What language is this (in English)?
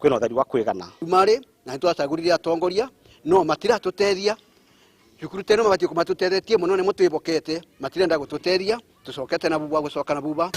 Kikuyu